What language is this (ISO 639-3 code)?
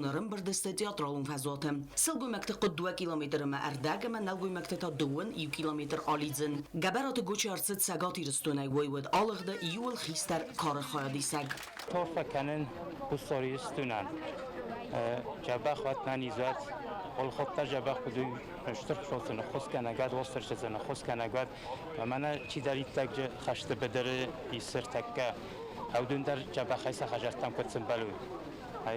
oss